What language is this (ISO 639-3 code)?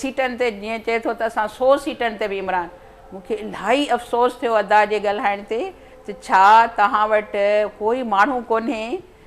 snd